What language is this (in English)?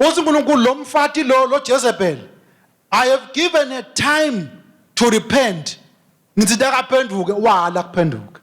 Swati